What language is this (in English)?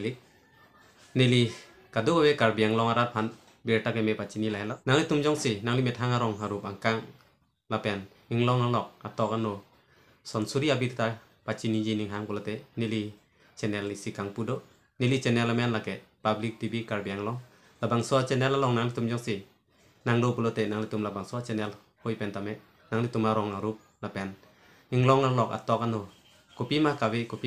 Karbi